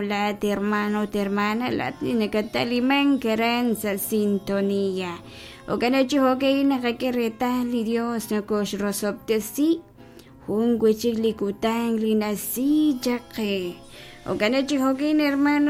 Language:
Kekchí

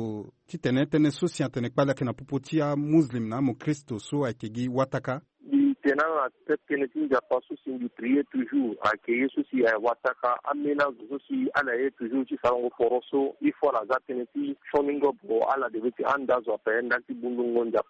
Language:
Sango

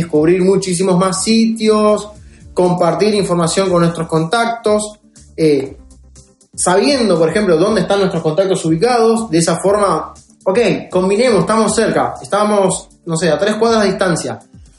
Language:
Spanish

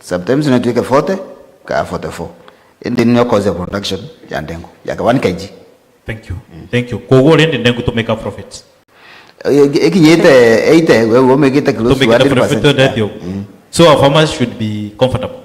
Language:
Meru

